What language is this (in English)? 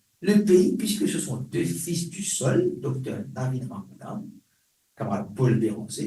Morisyen